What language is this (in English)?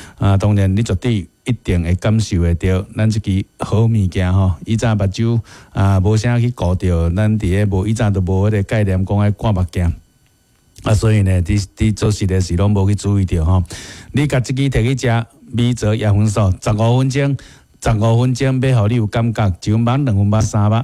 Min Nan Chinese